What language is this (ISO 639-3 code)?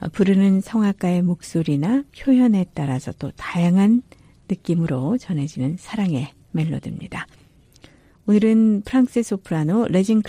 kor